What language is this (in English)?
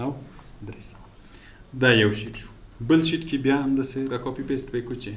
Pashto